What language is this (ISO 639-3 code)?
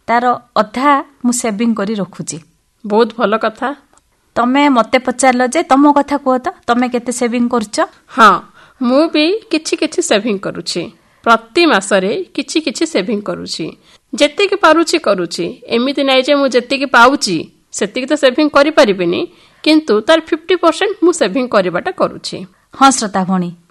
ori